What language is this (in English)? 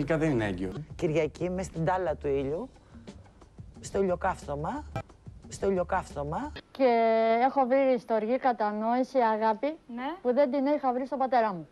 Greek